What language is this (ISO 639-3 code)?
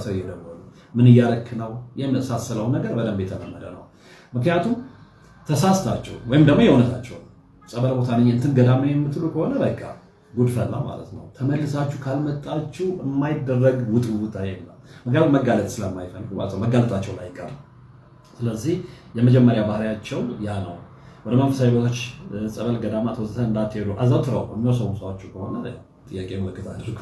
amh